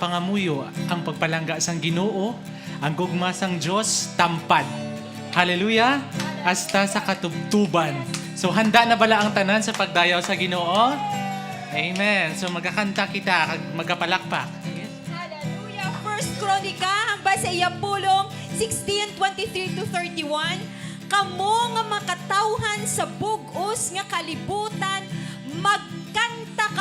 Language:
Hiligaynon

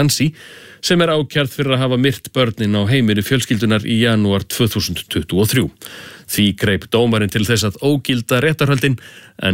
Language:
Icelandic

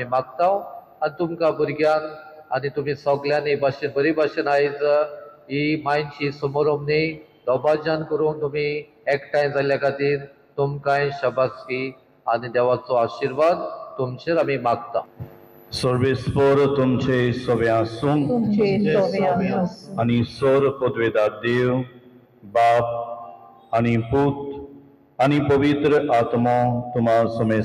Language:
Konkani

